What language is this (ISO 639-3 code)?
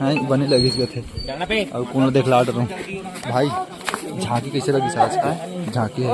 hne